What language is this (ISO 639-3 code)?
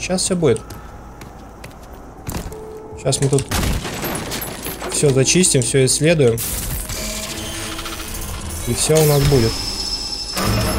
rus